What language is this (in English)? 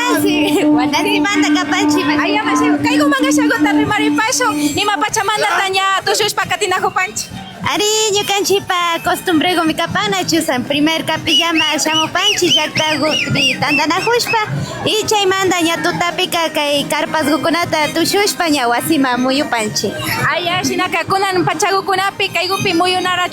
Imbabura Highland Quichua